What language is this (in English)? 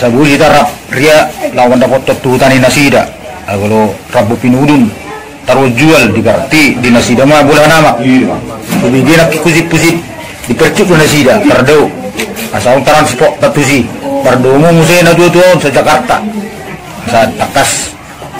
Batak Toba